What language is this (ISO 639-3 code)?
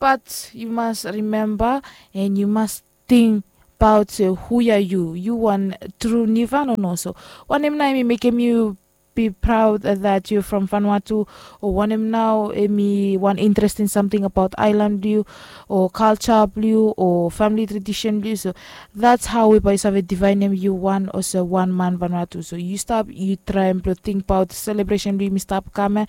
bis